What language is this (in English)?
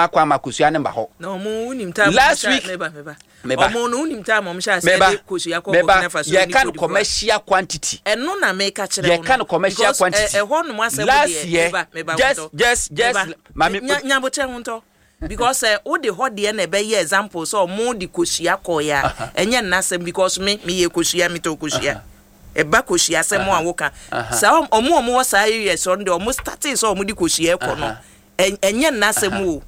Akan